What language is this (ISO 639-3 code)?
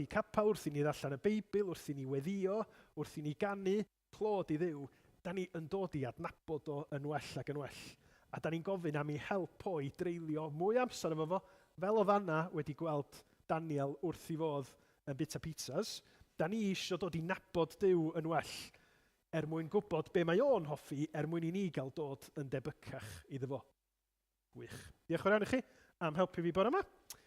cym